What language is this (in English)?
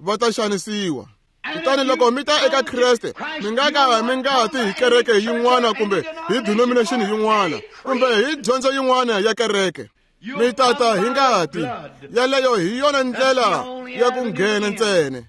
Tsonga